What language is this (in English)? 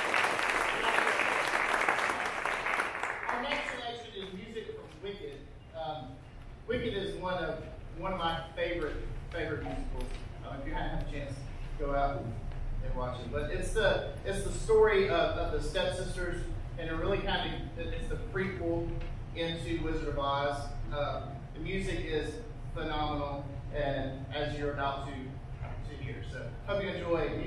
English